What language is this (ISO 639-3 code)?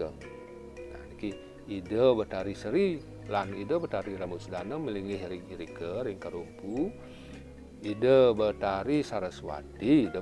ban